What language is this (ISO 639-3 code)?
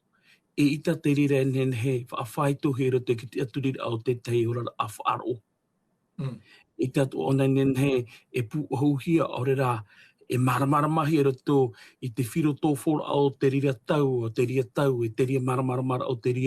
tah